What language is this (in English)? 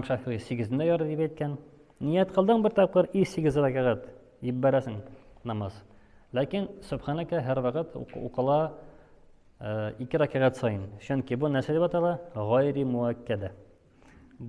Tatar